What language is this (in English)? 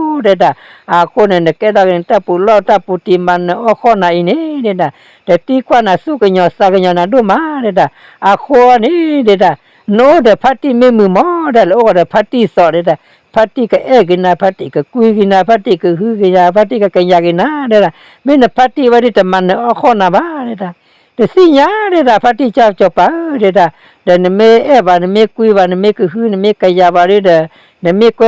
S'gaw Karen